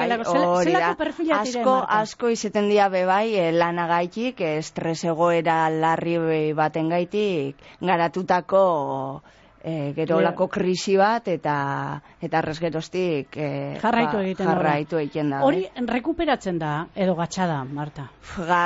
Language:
Basque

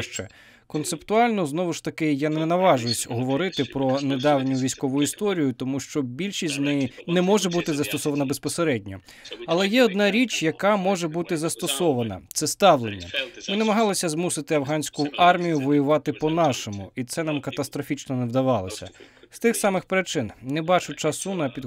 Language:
Ukrainian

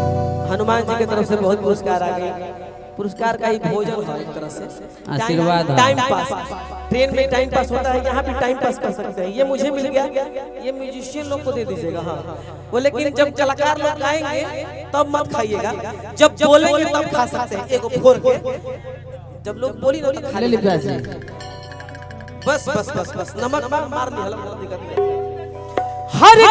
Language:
Bhojpuri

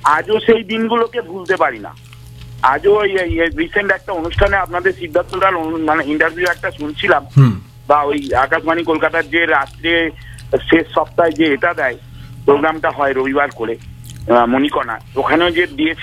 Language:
Bangla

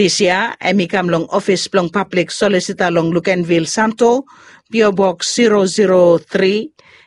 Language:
Bislama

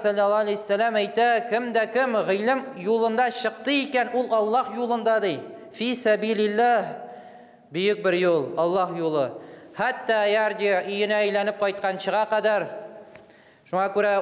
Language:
Tatar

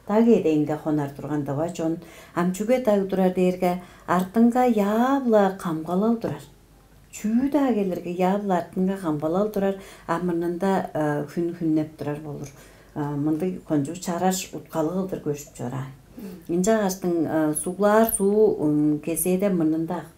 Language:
Tuvinian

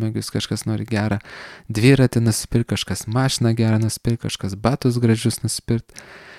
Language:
Lithuanian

